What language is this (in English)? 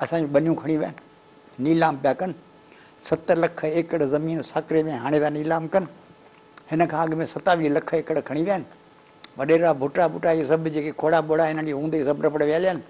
Sindhi